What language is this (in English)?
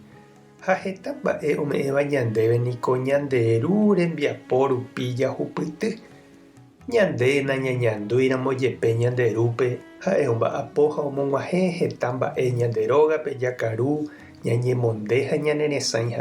Guarani